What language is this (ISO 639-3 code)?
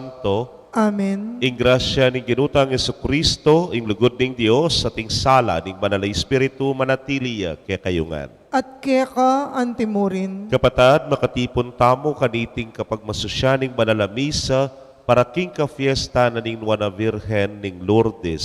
pam